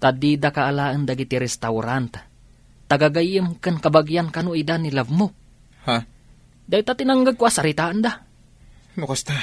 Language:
Iloko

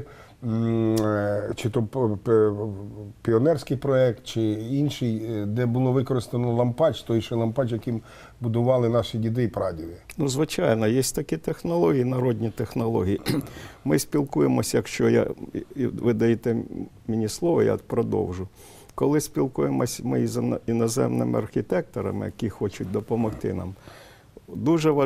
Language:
Ukrainian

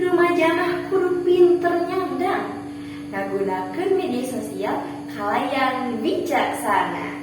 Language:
Sundanese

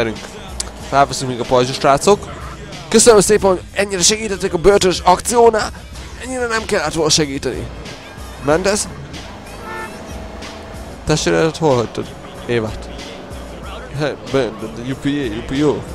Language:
Hungarian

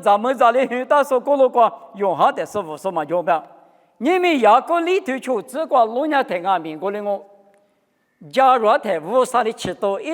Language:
Lisu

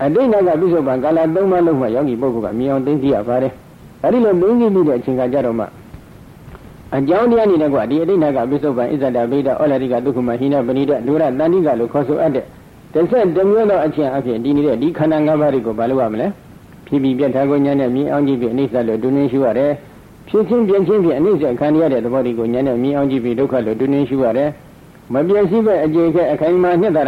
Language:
Burmese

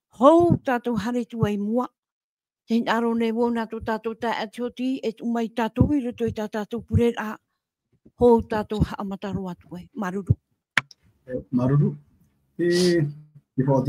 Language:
Tahitian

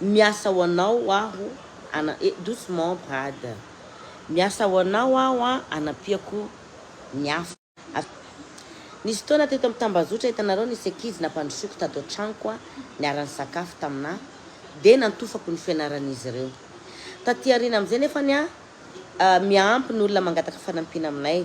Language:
Malagasy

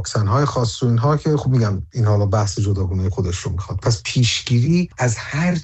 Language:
Persian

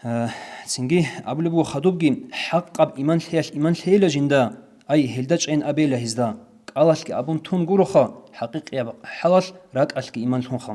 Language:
Avaric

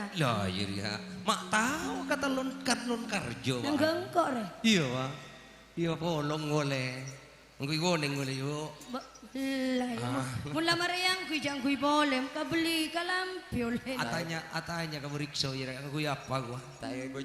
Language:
Madurese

